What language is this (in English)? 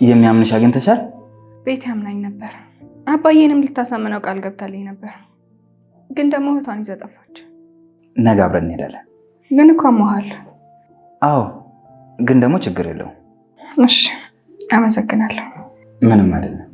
Amharic